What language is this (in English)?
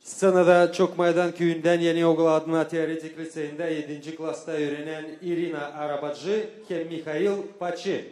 Gagauz